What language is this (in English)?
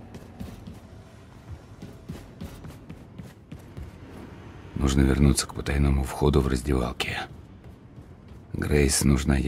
Russian